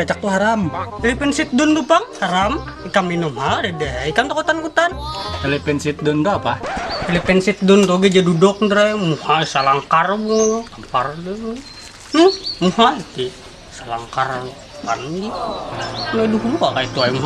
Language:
Banjar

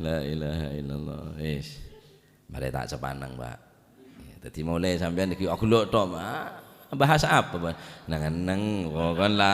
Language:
Madurese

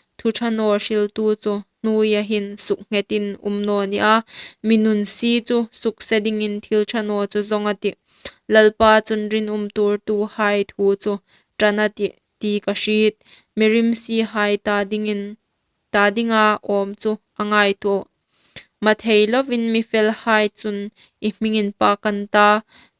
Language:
Hmar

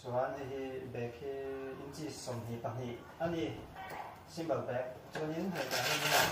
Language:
Mizo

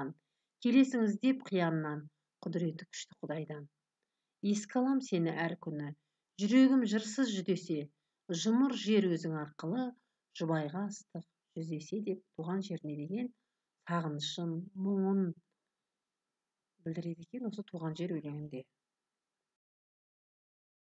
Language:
Kazakh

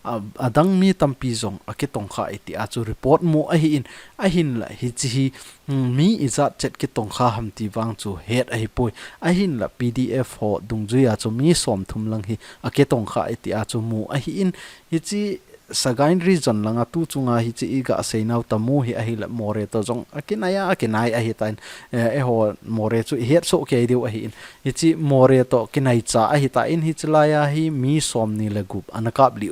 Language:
Thado Chin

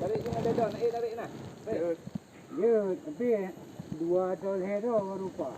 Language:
Achinese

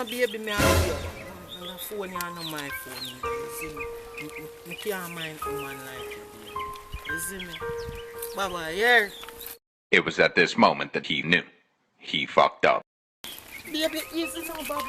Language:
Jamaican Creole English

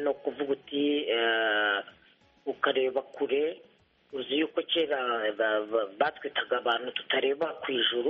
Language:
Kinyarwanda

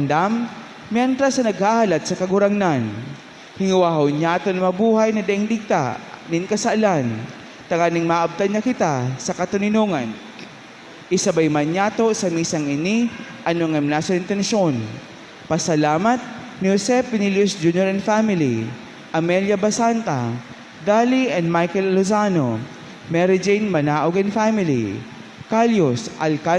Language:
Bikol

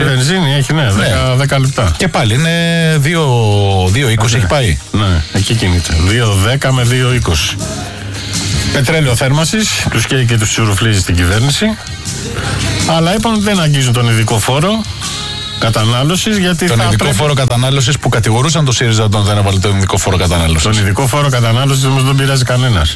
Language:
Greek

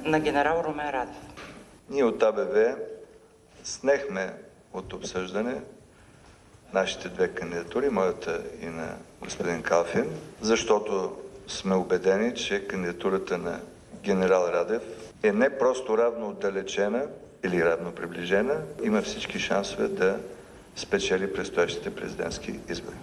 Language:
Bulgarian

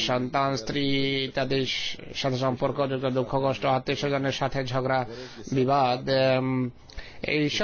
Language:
Bangla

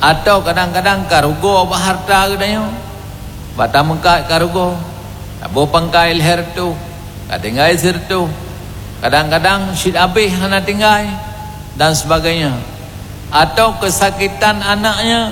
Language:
Achinese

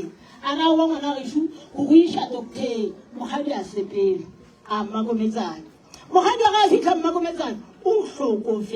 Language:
Northern Sotho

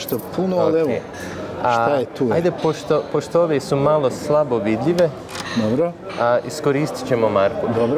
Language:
Bosnian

